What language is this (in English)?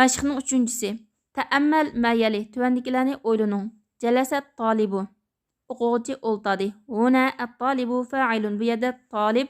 Uyghur